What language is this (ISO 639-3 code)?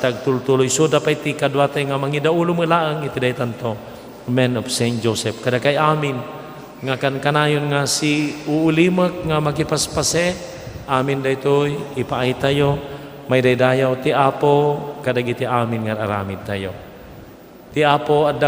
ilo